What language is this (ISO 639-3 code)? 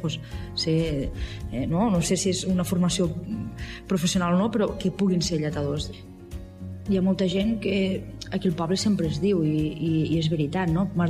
cat